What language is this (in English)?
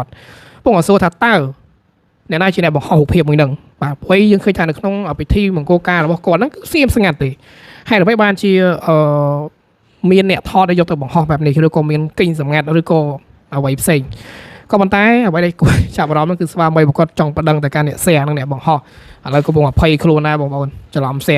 Khmer